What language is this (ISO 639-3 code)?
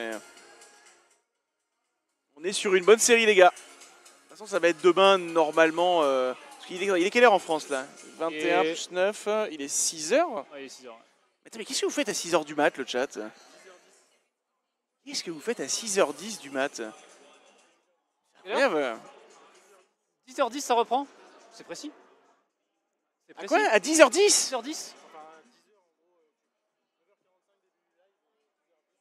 fra